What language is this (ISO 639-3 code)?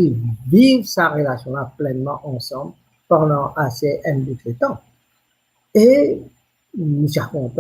mfe